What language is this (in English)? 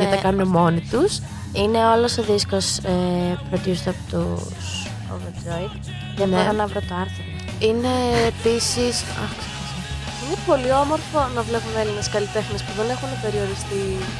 Greek